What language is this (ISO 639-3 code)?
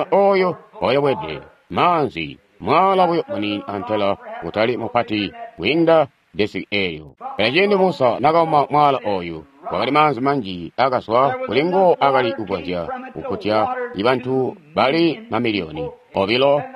toi